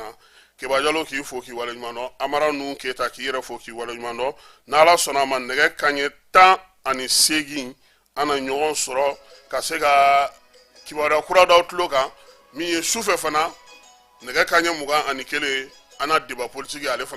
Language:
Bambara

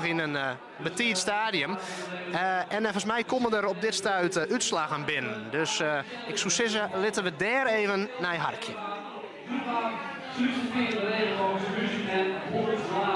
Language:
Western Frisian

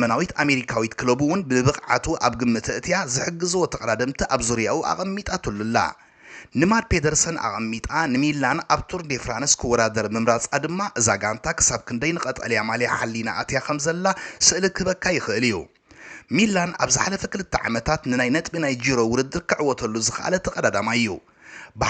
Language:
Tigrinya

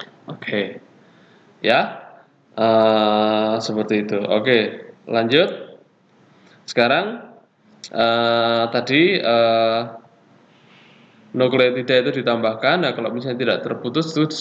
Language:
Indonesian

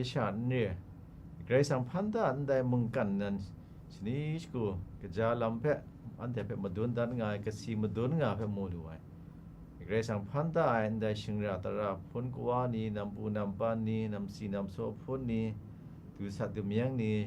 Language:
Kachin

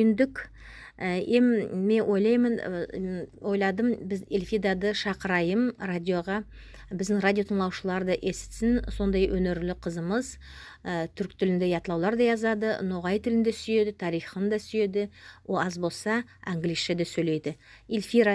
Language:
Nogai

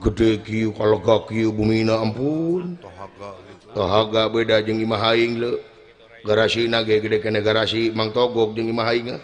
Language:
Sundanese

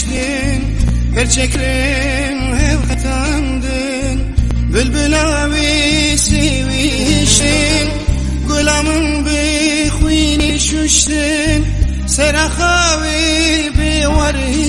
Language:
Kurdish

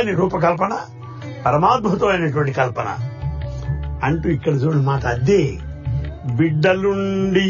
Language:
Telugu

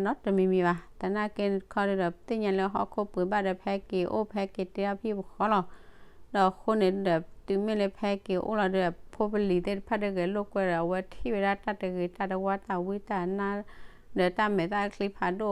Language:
S'gaw Karen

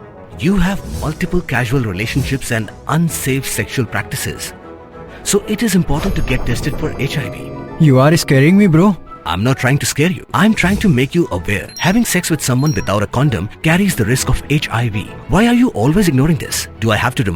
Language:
Pnar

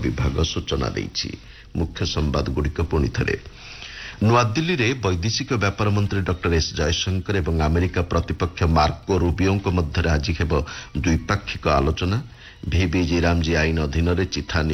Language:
Odia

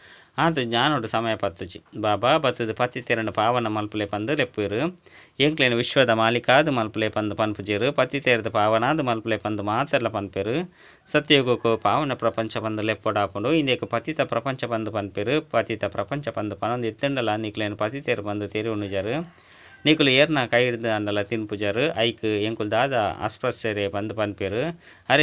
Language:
Tulu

